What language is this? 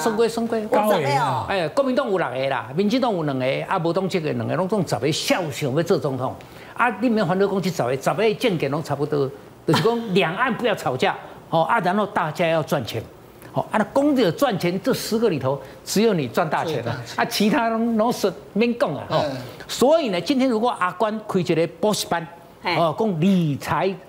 Chinese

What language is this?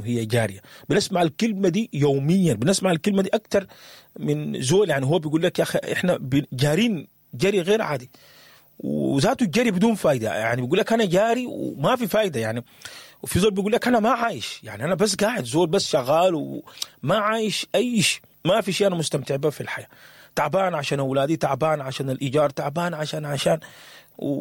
Sudanese Arabic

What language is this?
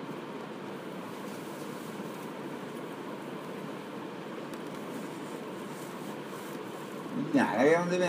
Telugu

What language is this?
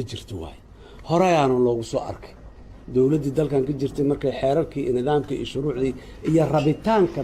Somali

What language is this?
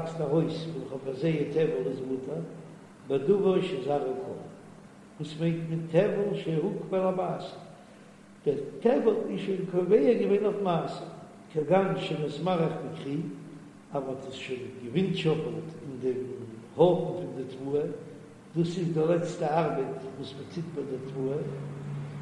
Yiddish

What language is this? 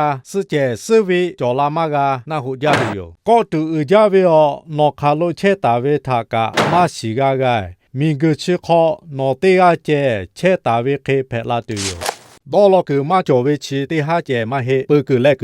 Lahu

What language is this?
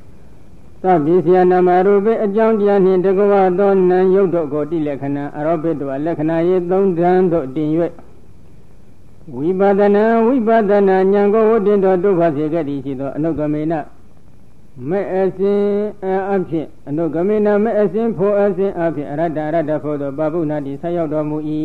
Burmese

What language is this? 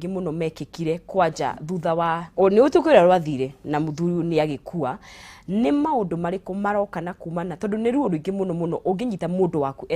Kikuyu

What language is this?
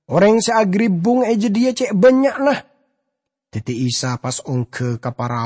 Madurese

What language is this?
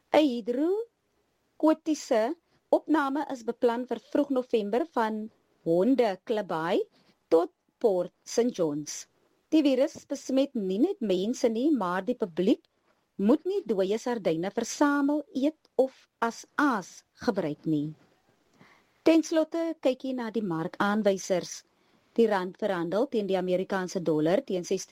Afrikaans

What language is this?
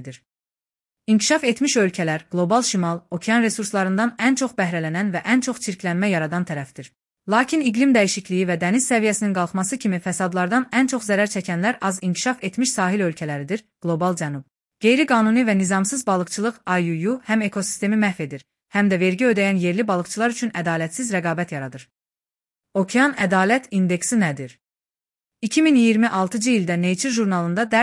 Azerbaijani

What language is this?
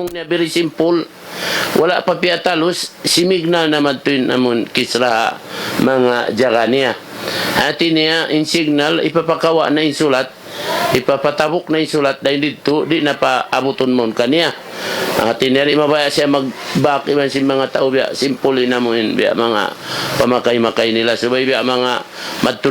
Tausug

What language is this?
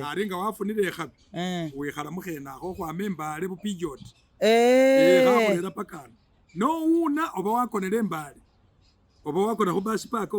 Masaaba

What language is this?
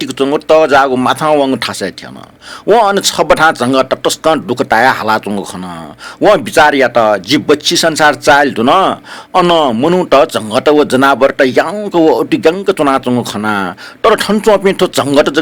Newari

